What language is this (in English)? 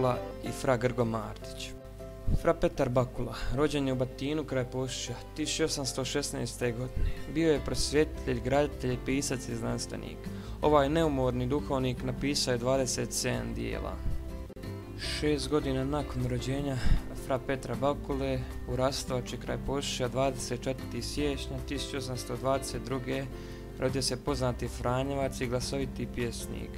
Croatian